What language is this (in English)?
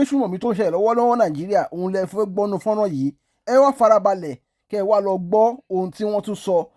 Yoruba